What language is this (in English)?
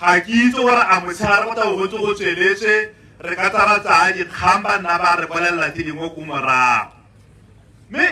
Tswana